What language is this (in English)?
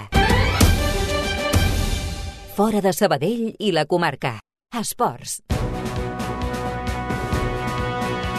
Catalan